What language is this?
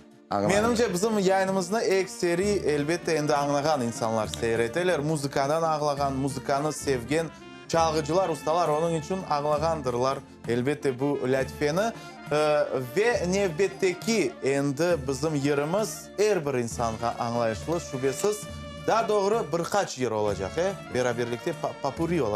Crimean Tatar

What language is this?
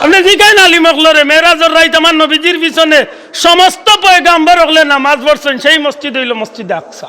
Sylheti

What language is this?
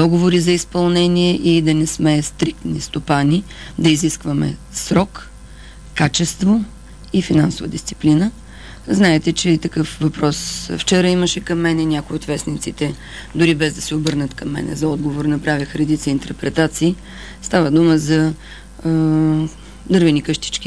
Bulgarian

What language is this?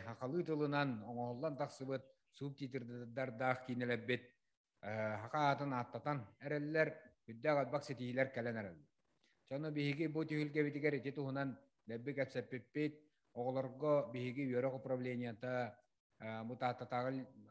Yakut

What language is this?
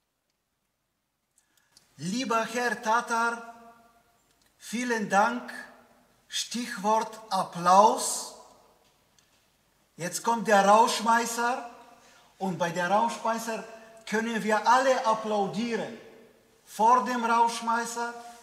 German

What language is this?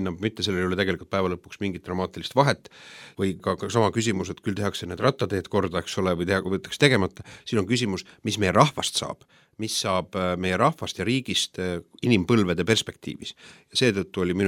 Estonian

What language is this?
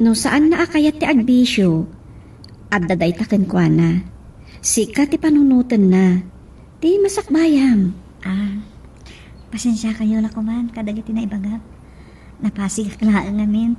Iloko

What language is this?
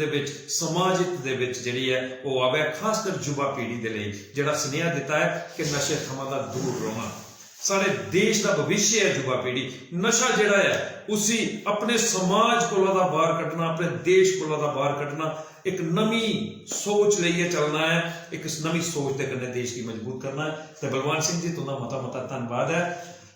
Dogri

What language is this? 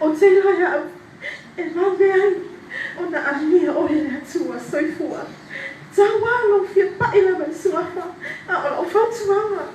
Samoan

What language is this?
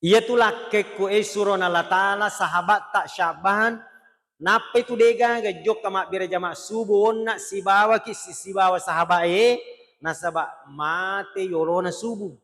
Buginese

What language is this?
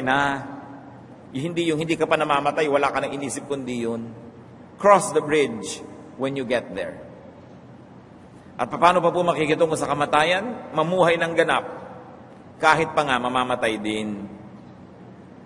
Filipino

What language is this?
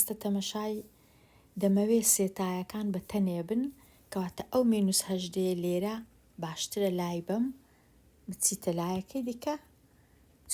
Central Kurdish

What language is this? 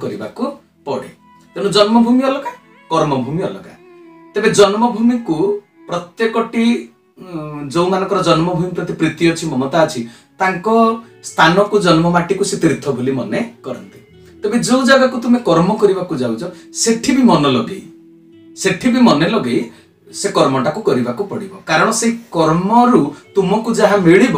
Odia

